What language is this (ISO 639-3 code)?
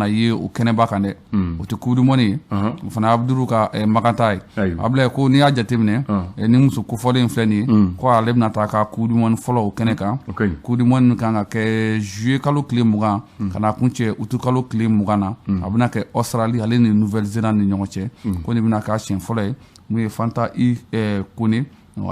bam